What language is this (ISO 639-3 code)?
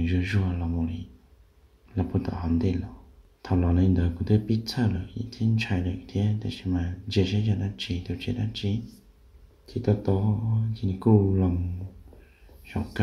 hmn